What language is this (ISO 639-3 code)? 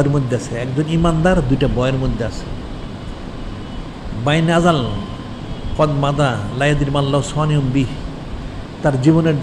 ben